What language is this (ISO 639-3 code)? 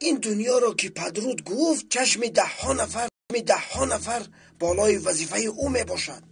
tgk